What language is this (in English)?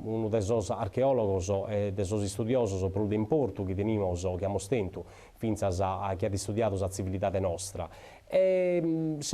Sardinian